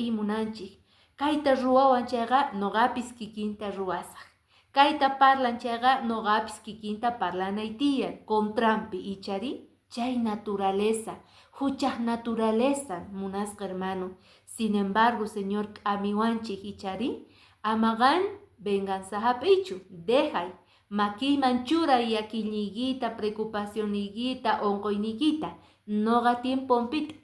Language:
Quechua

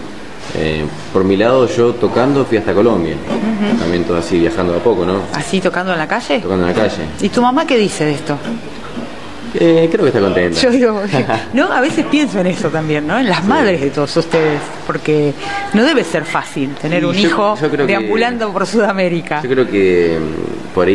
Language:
Spanish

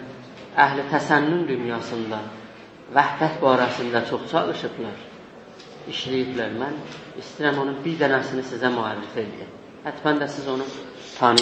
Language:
South Azerbaijani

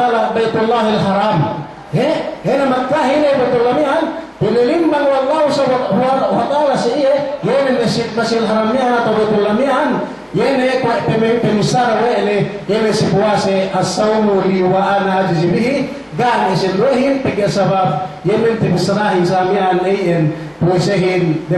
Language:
Yakan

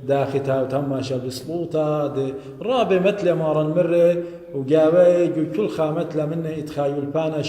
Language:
Assyrian Neo-Aramaic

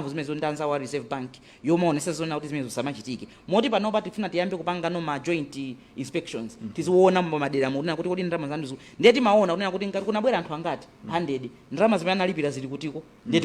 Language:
Nyanja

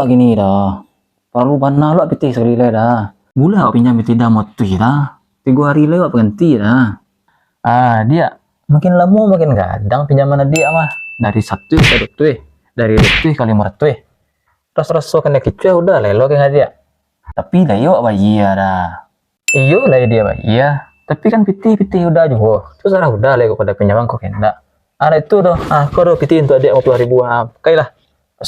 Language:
Minangkabau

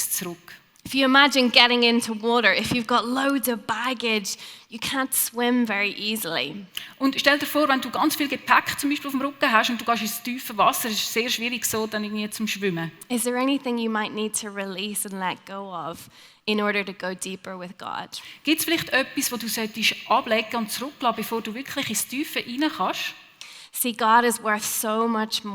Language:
Swiss German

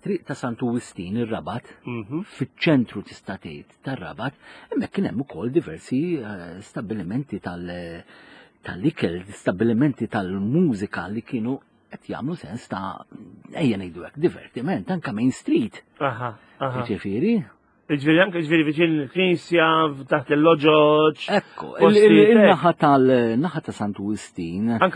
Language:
Maltese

